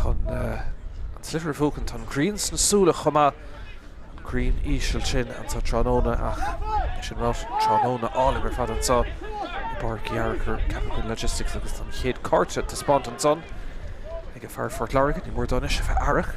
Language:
Irish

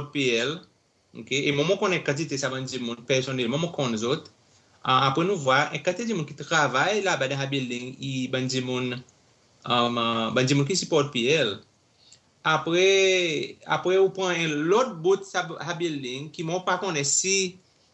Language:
Seselwa Creole French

